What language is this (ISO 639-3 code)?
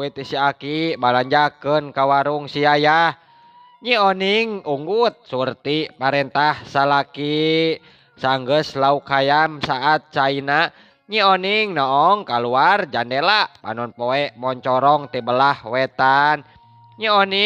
sun